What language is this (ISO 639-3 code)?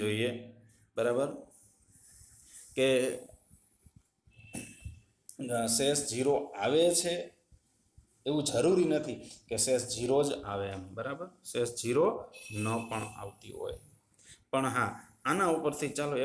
guj